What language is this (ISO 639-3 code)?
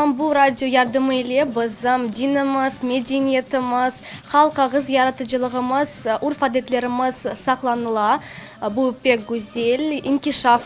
crh